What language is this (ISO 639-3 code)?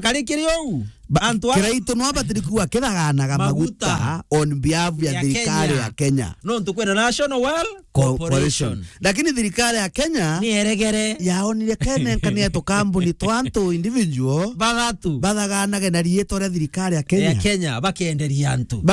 mer